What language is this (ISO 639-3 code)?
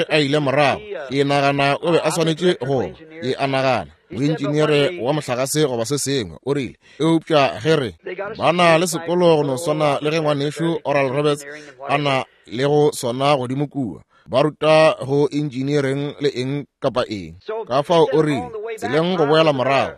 nso